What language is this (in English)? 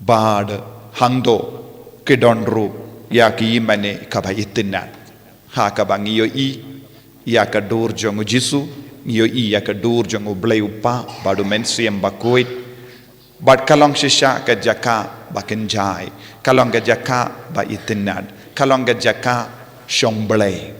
Khasi